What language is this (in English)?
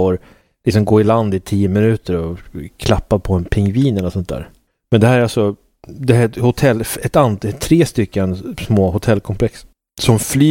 Swedish